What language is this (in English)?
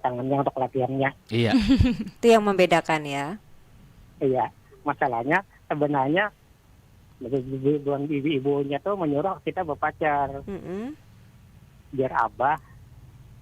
Banjar